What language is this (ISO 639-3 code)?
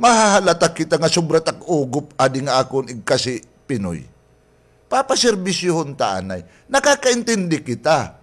war